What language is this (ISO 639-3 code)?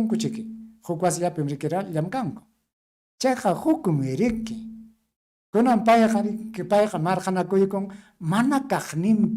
quy